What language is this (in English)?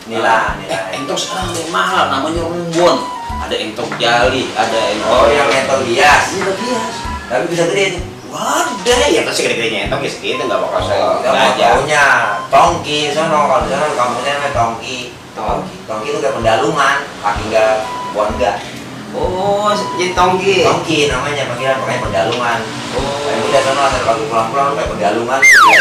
Betawi